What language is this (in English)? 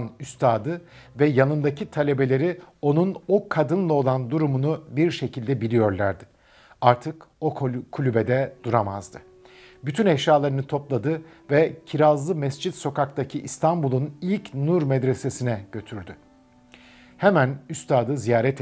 Turkish